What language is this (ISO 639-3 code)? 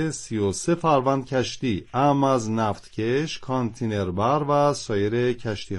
fas